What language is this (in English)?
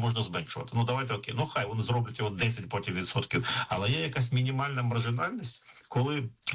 Ukrainian